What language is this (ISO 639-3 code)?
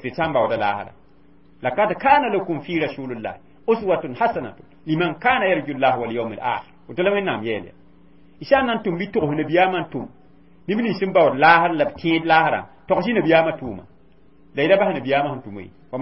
mos